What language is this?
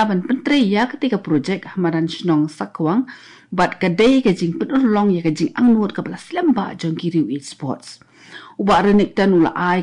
Khasi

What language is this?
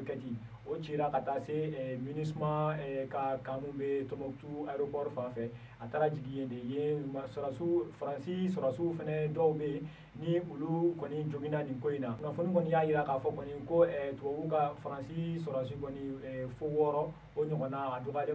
Bambara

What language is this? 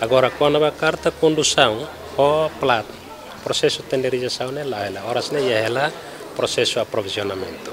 Tetum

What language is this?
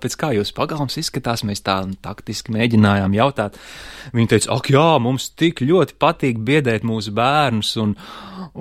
Latvian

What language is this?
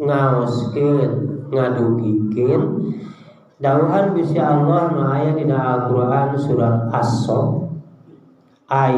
Sundanese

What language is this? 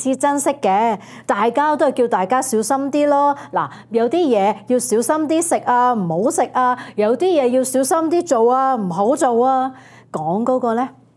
Cantonese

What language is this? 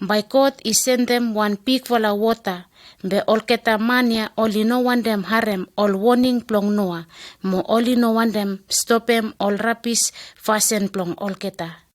Bislama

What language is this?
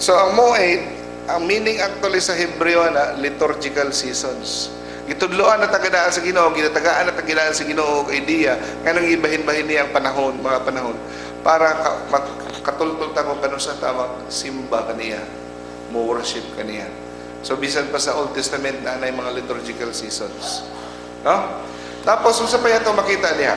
Cebuano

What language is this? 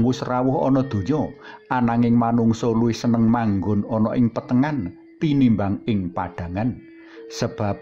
Javanese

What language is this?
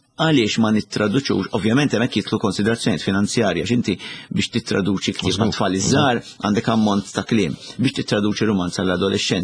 Maltese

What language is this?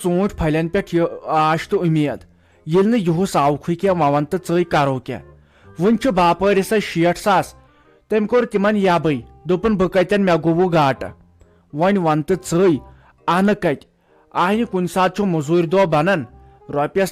Kashmiri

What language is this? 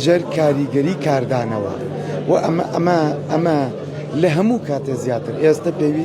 Central Kurdish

